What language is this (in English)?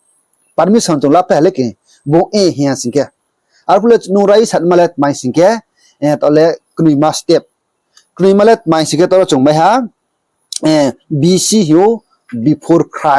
Riang (India)